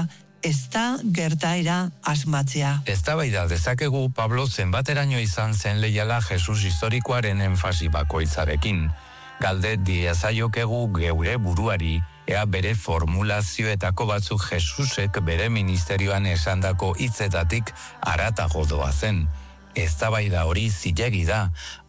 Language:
Basque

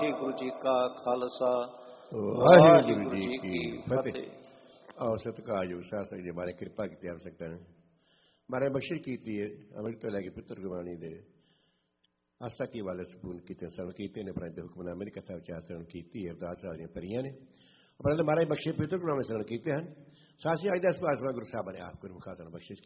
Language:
Punjabi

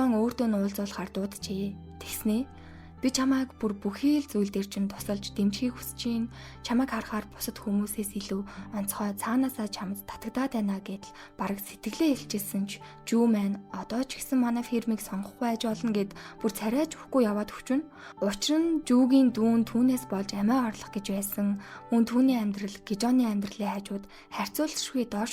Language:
Mongolian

